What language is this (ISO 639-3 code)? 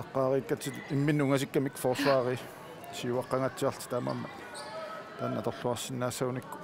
kal